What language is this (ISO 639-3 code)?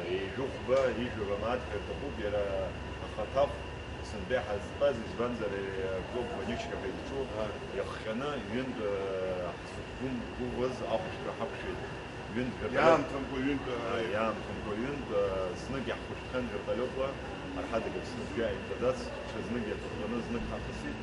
abk